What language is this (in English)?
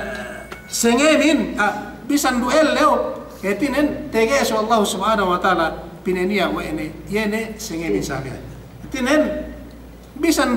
Yakan